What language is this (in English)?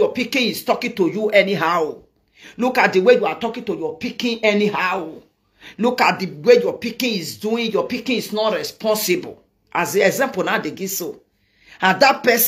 Nigerian Pidgin